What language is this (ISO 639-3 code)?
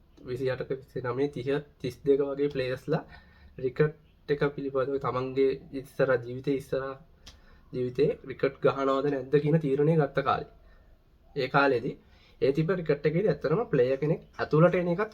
sin